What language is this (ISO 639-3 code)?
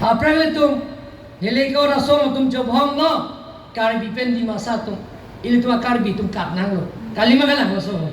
mjw